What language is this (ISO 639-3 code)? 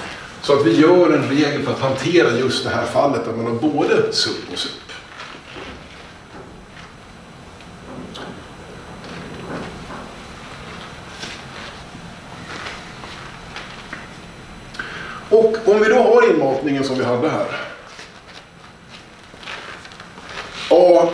swe